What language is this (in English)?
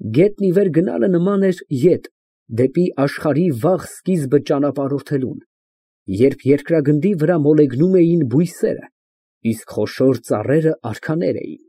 Armenian